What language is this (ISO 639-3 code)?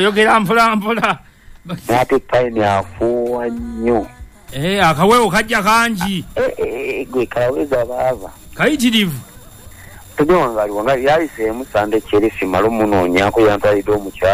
lug